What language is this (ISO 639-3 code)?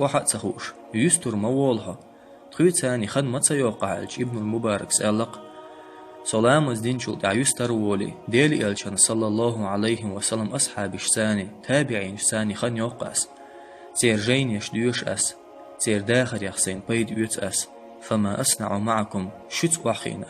che